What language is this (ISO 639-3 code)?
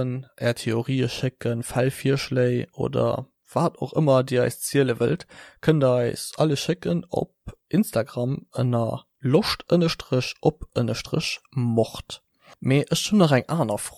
ltz